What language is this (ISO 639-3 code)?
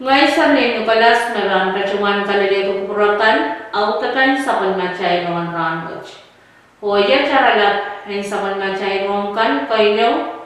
pon